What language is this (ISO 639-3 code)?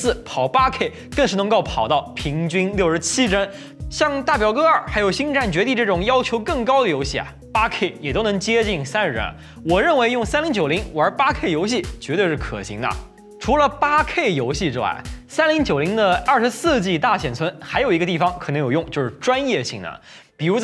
zho